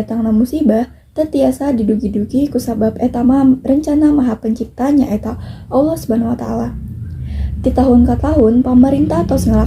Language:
Sundanese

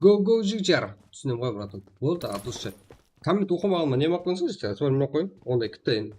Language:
Kara-Kalpak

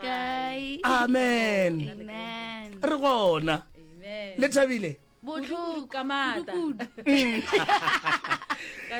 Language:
Northern Sotho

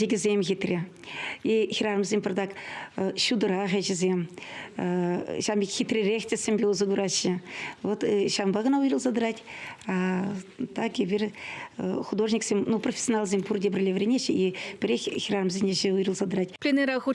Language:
Chuvash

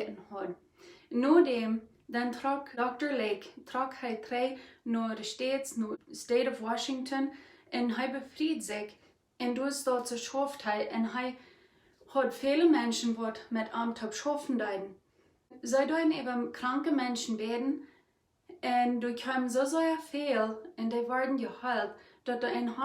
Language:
Plautdietsch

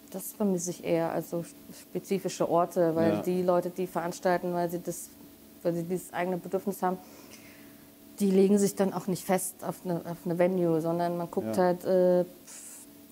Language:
German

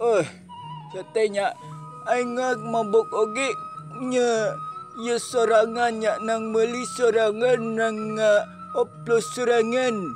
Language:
Sundanese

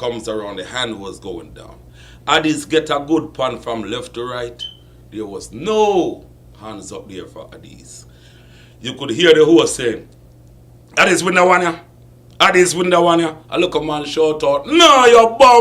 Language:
Jamaican Creole English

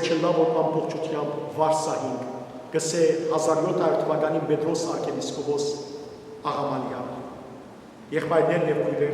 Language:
Western Armenian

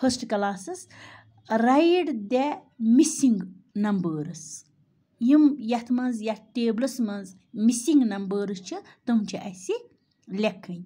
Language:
Kashmiri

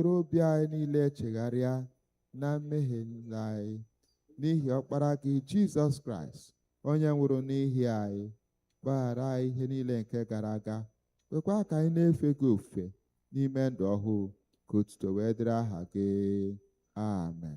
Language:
Igbo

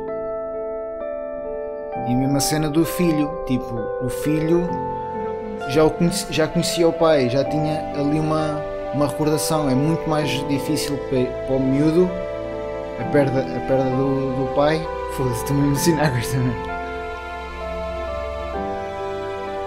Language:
Portuguese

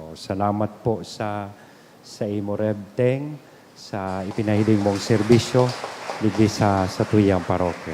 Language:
Bikol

